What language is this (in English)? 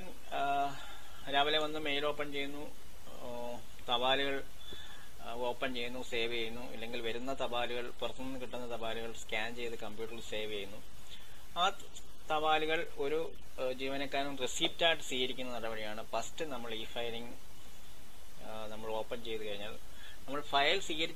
Malayalam